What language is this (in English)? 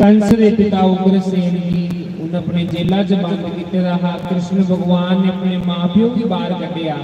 Dogri